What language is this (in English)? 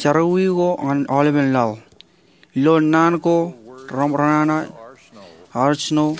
Marshallese